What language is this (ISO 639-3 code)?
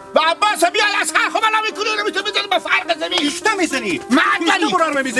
haz